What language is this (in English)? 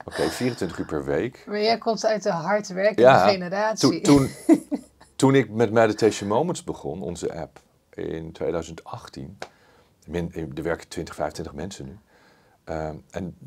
Dutch